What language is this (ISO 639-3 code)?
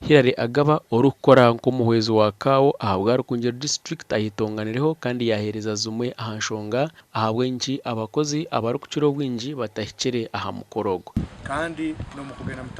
nyn